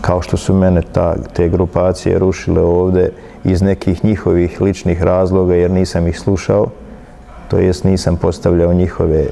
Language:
Bosnian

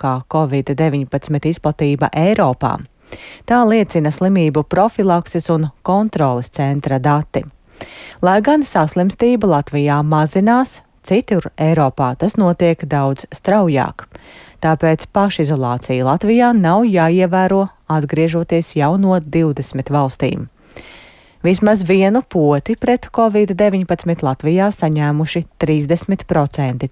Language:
Latvian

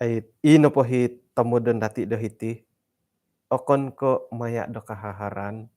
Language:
Central Dusun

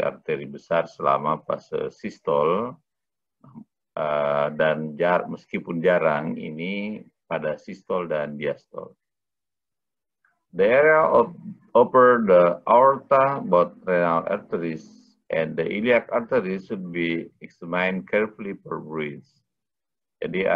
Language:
Indonesian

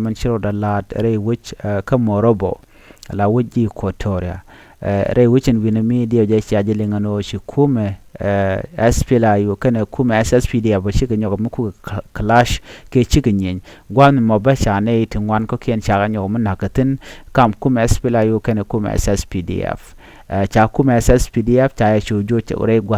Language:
Nuer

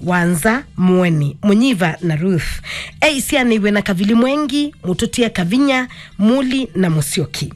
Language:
Kamba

